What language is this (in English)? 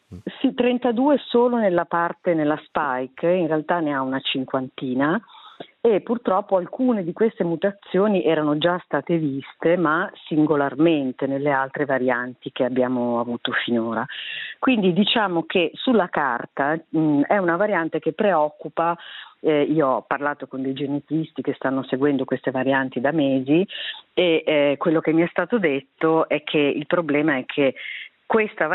Italian